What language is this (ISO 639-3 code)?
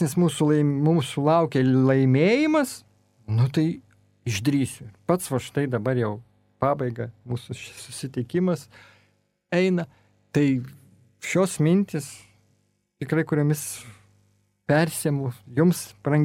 lit